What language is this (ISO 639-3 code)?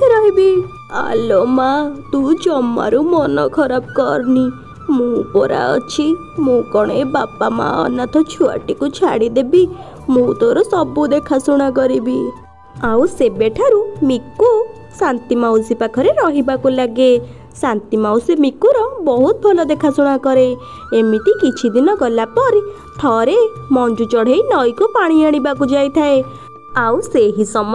ori